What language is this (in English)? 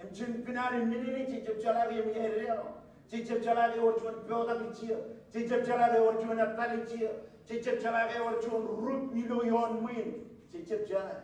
Marshallese